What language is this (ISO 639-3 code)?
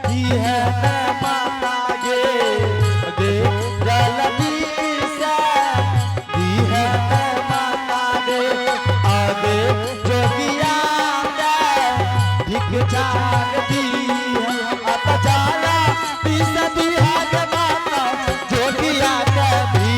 anp